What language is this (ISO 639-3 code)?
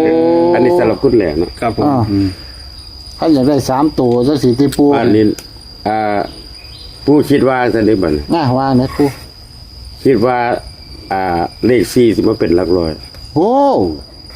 tts